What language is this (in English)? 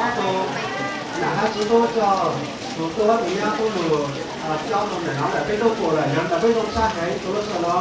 Hmong